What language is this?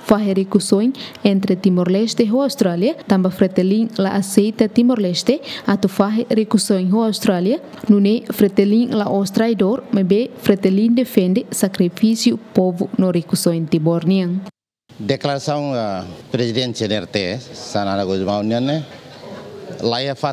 Tetum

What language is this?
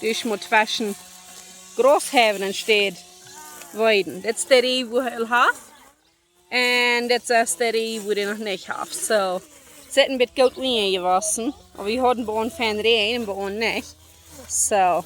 Plautdietsch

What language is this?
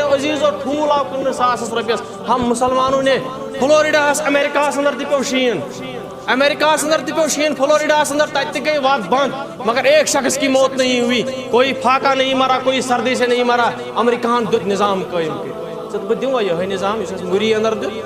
Kashmiri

